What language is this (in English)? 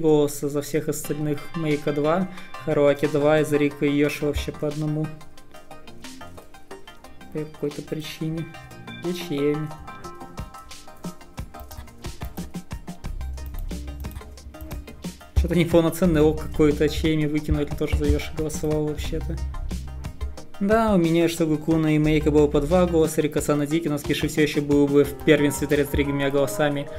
Russian